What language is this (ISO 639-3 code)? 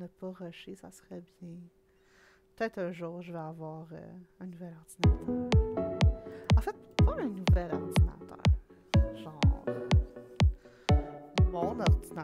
fra